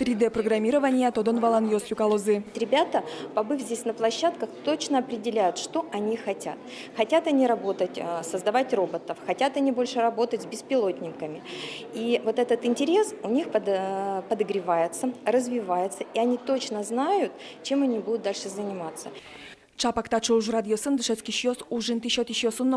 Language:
Udmurt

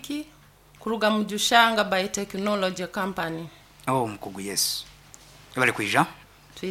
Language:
Nyankole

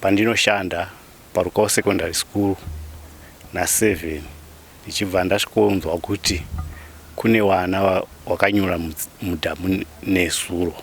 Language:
Shona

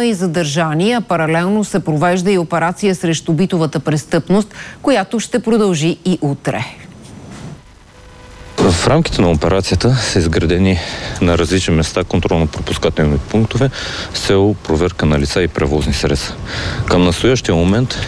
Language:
Bulgarian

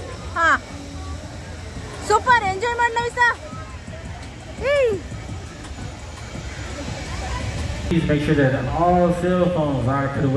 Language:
Kannada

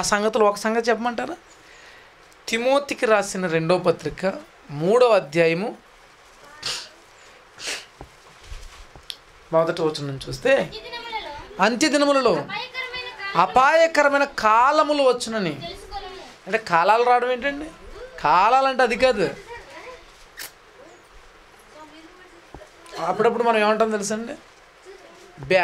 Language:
Telugu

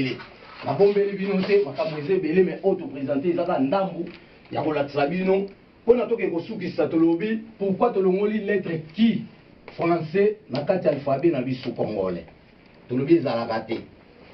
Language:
Lingala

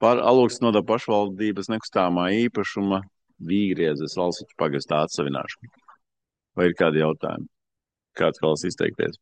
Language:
Latvian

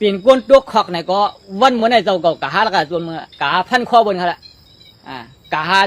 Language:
Shan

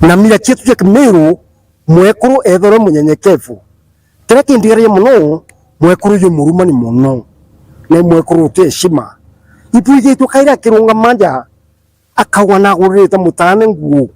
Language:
Meru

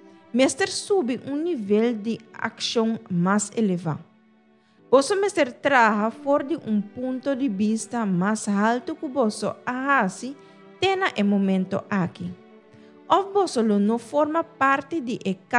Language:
Papiamento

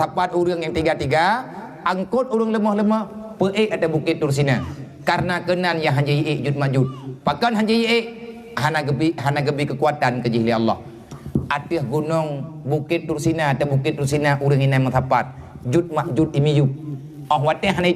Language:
Achinese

